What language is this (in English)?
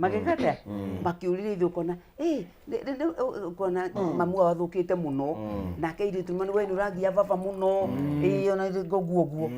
Kikuyu